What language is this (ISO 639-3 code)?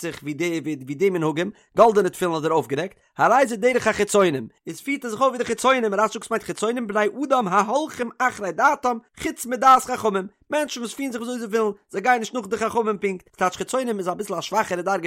yid